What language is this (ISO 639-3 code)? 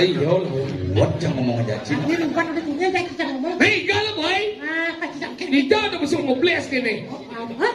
ban